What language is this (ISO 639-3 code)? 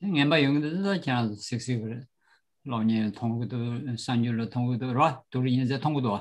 bod